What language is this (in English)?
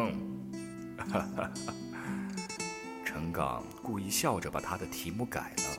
Chinese